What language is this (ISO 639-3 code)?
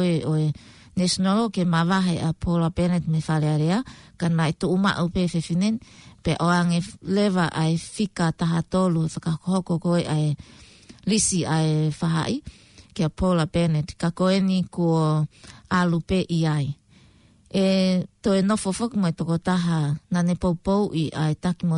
ton